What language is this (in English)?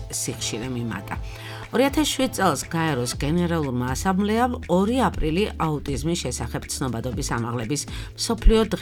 Georgian